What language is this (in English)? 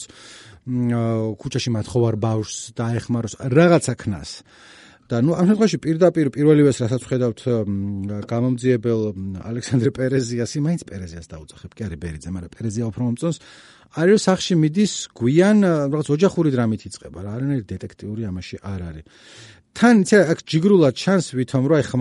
Georgian